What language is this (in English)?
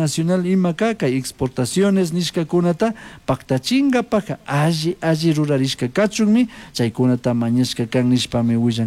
Chimborazo Highland Quichua